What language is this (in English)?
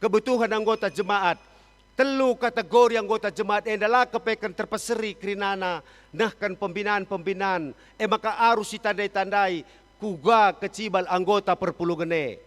Batak Karo